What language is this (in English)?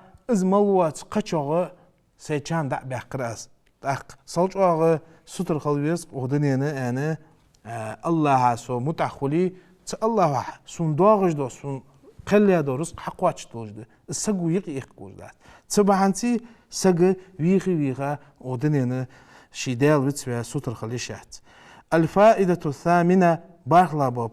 Ingush